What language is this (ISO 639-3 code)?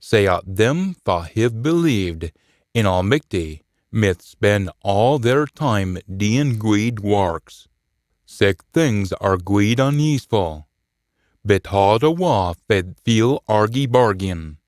sco